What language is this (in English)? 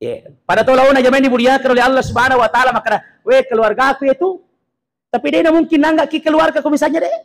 Buginese